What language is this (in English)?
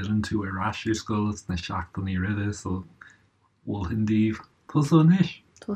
Irish